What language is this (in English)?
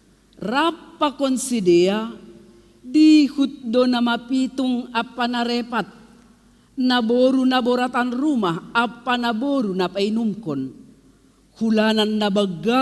Batak Simalungun